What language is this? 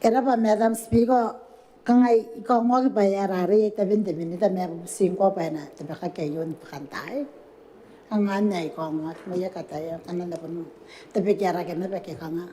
Gilbertese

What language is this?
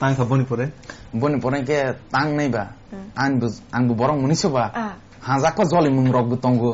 Kok Borok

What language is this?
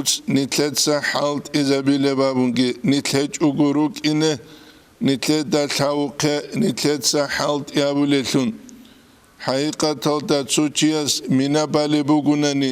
Avaric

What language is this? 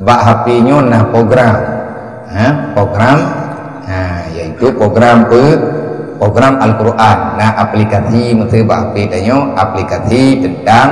Achinese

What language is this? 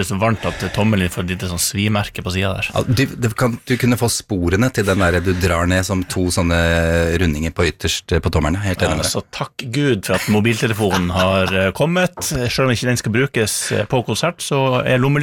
Norwegian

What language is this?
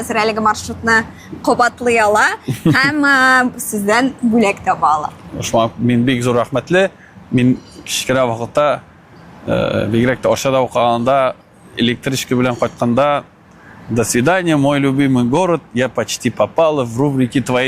Tatar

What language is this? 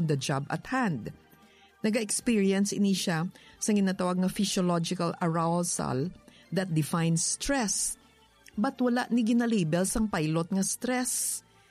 Hiligaynon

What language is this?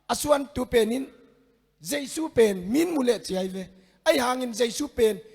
Tedim Chin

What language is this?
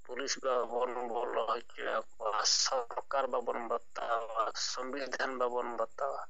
Santali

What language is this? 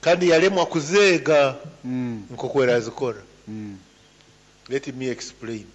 Nyoro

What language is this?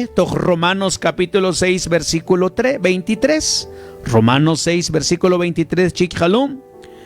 Mam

